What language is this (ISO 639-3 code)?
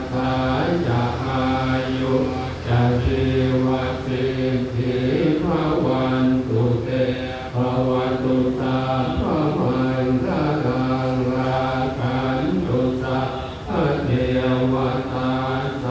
pli